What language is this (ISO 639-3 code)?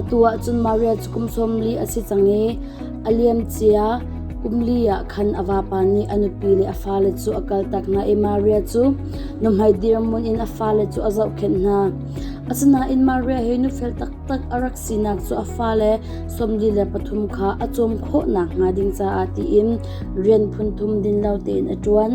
cnh